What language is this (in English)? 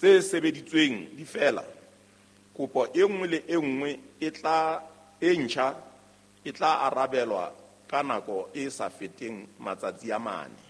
Southern Sotho